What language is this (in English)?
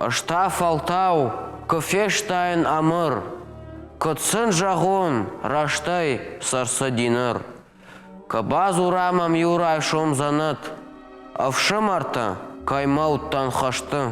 Ossetic